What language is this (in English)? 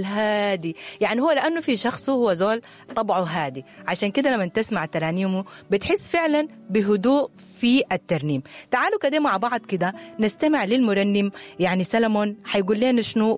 Sudanese Arabic